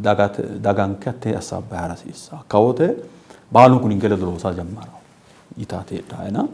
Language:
Sidamo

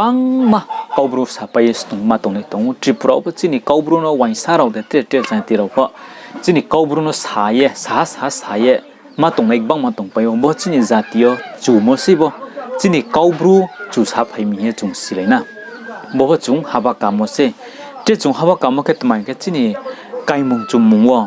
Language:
Riang (India)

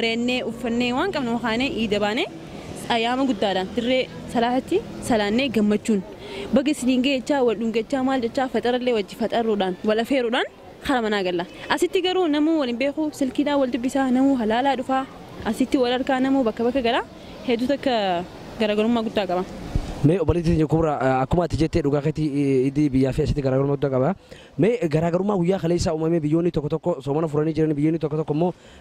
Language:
Oromo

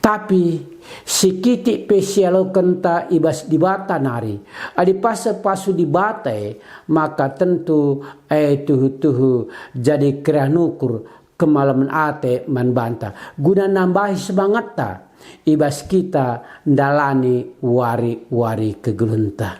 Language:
Batak Karo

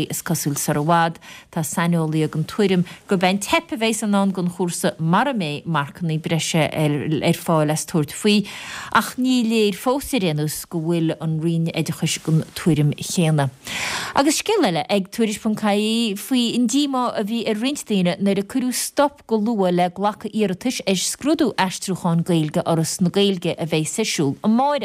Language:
Irish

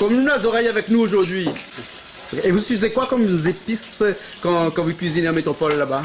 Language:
Réunion Creole French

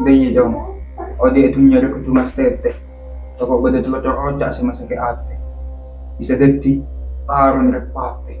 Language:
Madurese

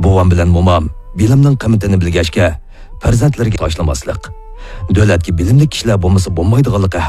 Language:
Uyghur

